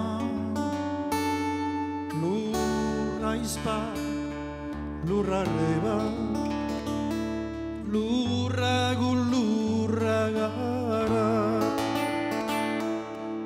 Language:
Basque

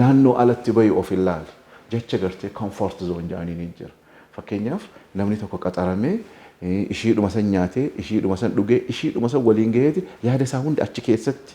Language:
Oromo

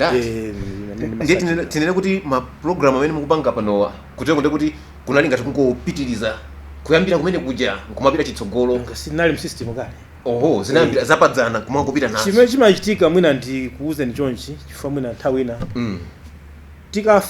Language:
Nyanja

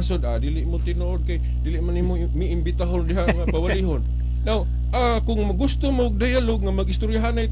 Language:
Cebuano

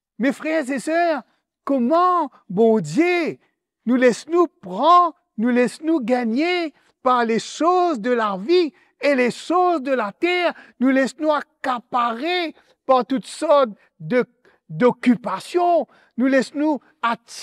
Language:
Morisyen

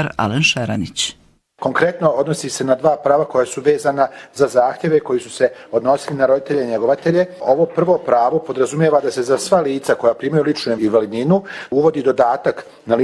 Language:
Bosnian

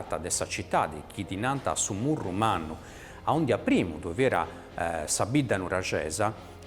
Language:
Sardinian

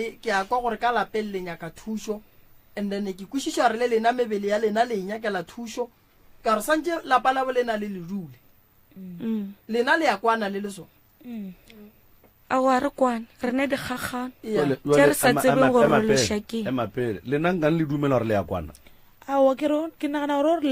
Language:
Northern Sotho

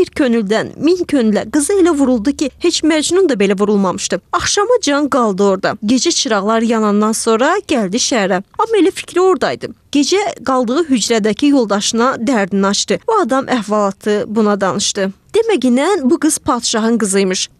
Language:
Azerbaijani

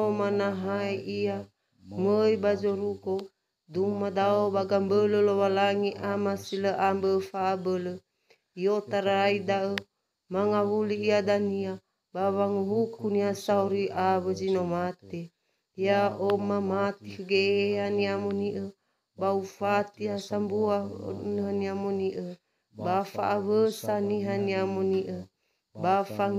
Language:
Nias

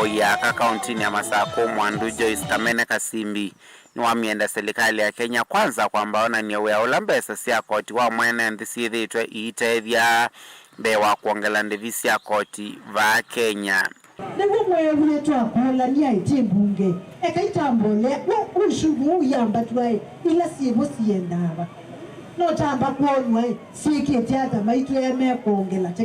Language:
Kamba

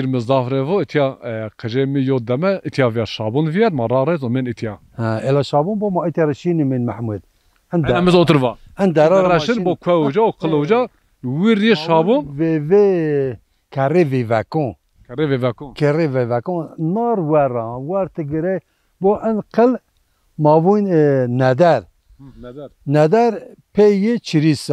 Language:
Zaza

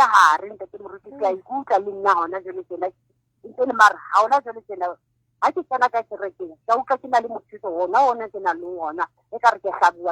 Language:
Southern Sotho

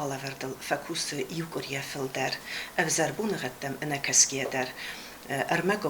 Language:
Ossetic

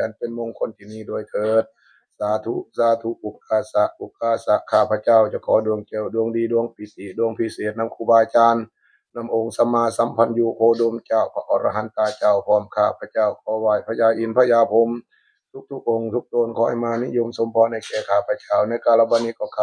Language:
Northeastern Thai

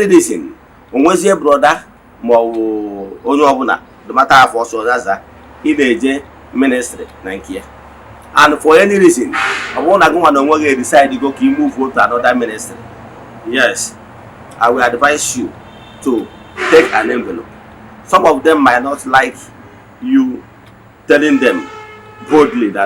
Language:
Igbo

